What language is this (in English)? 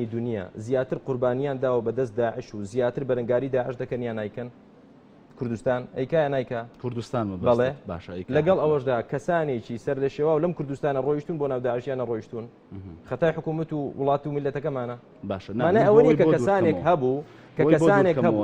Central Kurdish